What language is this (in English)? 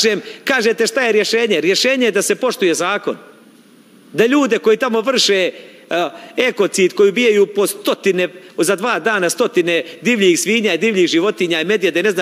Serbian